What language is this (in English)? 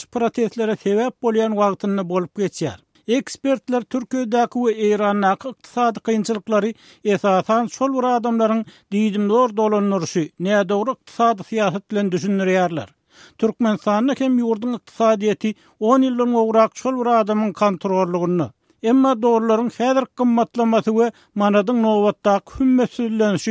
Turkmen